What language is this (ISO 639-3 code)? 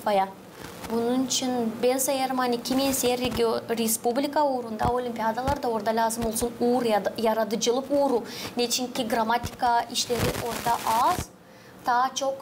gag